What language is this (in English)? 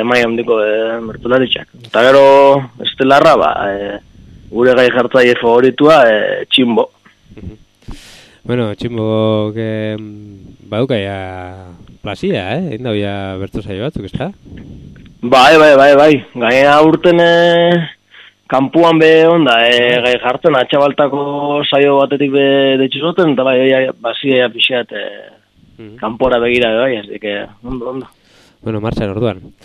Basque